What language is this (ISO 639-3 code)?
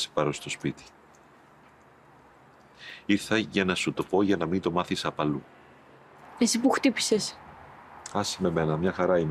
ell